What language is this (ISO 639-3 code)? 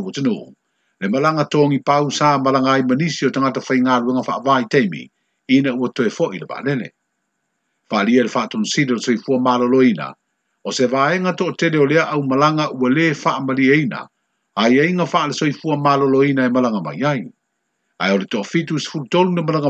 smo